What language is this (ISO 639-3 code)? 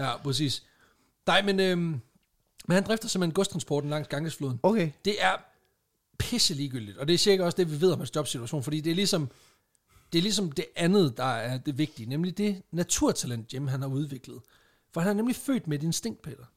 dan